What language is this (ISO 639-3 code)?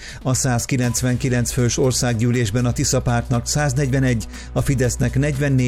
hun